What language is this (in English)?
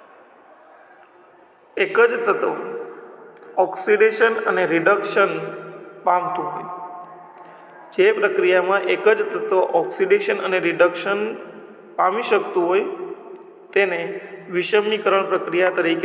Gujarati